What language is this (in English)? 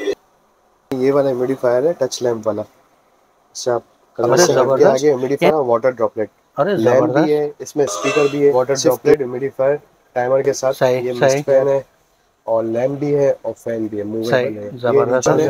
Hindi